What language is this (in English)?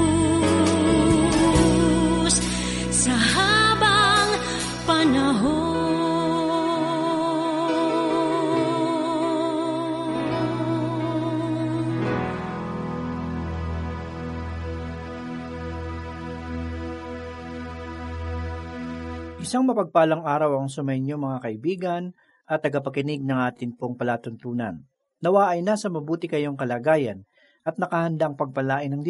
Filipino